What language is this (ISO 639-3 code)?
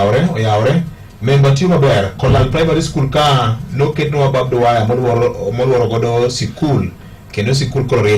luo